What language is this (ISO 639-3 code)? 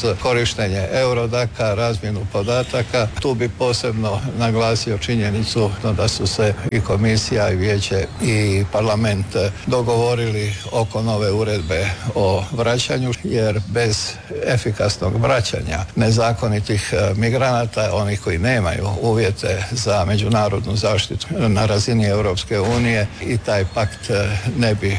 hrv